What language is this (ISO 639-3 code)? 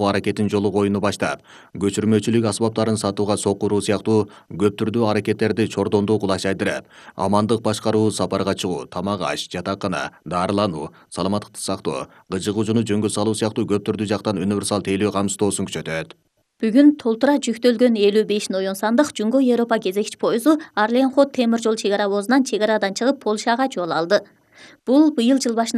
kir